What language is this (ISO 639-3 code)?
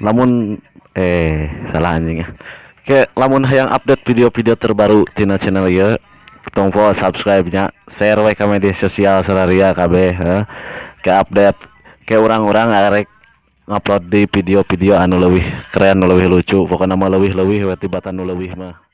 sun